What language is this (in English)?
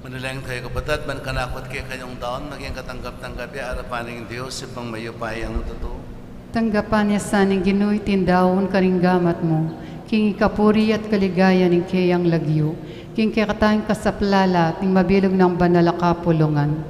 Pampanga